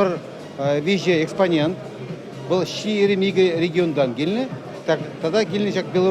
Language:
Chuvash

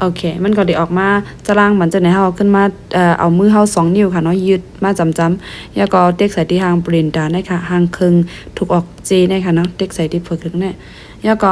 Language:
Shan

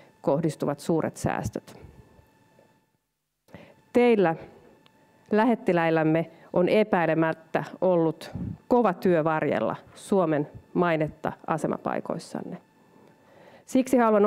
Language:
Finnish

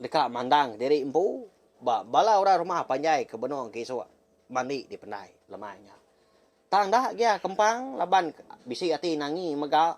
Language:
Iban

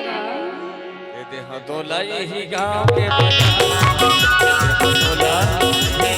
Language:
Chhattisgarhi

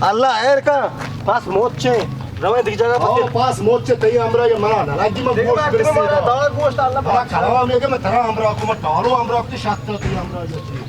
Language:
Baluchi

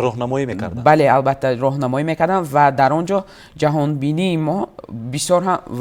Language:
Tajik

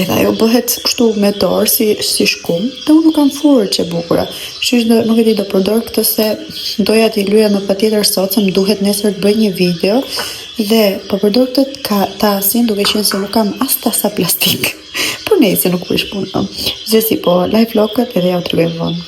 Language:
Albanian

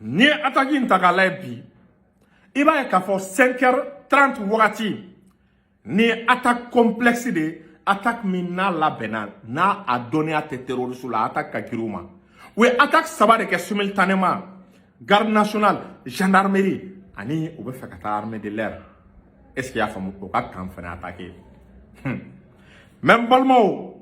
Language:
Bambara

